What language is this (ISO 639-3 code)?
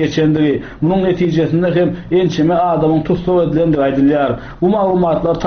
tuk